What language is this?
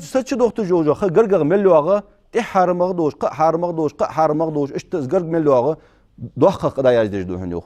Ingush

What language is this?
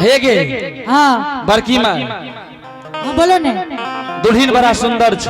Angika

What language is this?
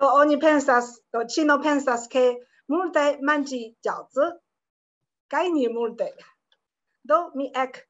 Esperanto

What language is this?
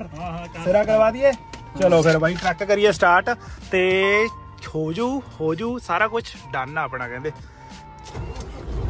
Punjabi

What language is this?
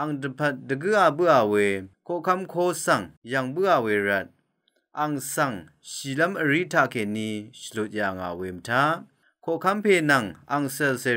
Rawang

